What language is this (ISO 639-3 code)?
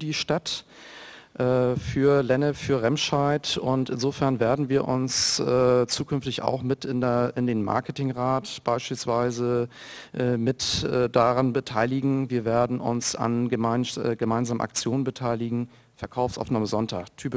deu